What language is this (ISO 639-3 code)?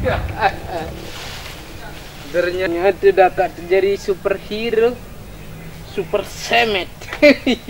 sas